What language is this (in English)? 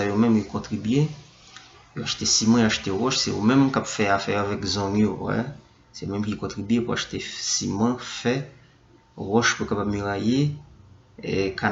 Haitian Creole